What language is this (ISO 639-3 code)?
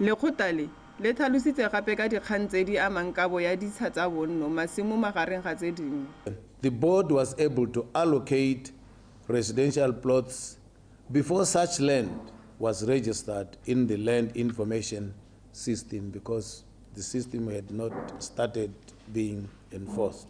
tsn